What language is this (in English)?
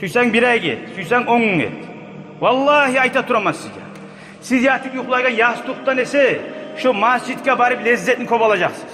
Kumyk